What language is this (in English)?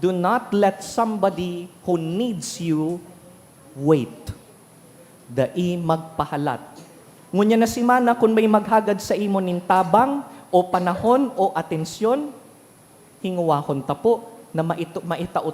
Bikol